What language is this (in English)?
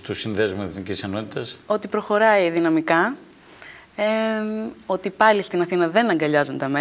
Greek